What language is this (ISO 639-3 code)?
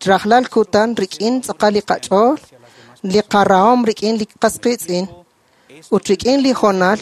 kek